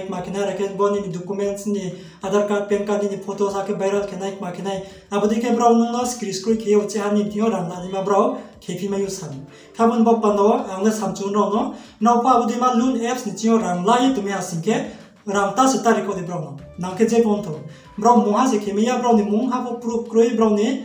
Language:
Riang (India)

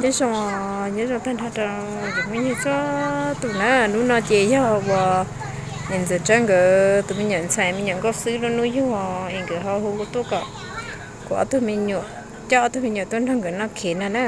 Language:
Hmong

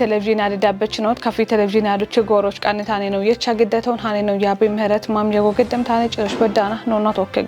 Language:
Kafa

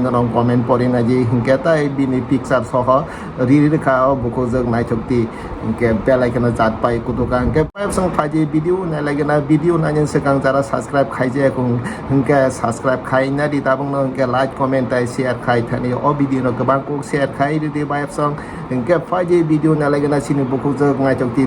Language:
Kok Borok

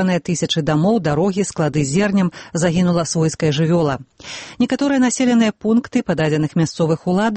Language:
Belarusian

